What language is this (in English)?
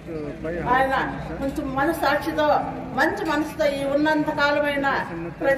Telugu